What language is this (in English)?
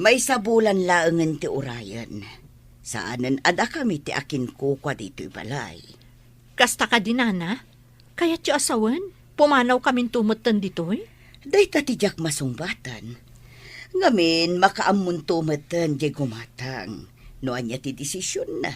Iloko